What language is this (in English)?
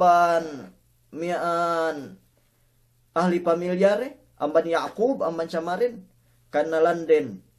Yakan